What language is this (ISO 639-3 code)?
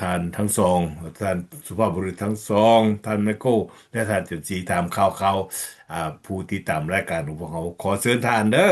lao